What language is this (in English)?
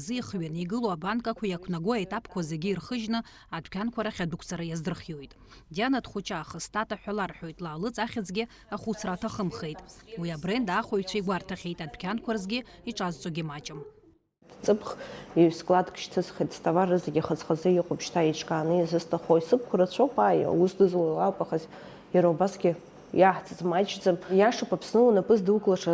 Abkhazian